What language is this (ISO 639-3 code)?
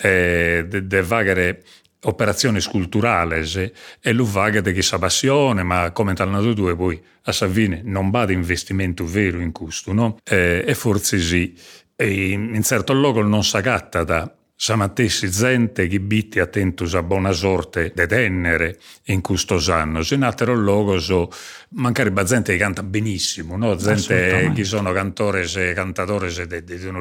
srd